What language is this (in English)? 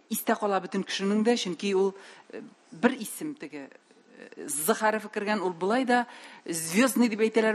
Tatar